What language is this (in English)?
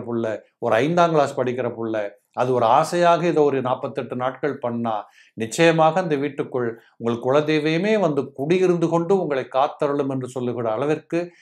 Tamil